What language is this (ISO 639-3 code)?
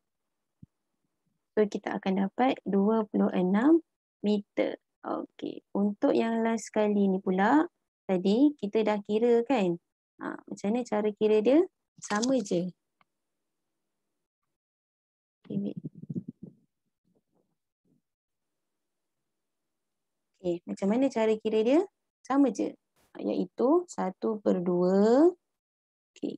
msa